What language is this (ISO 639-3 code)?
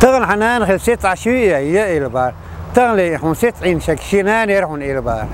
che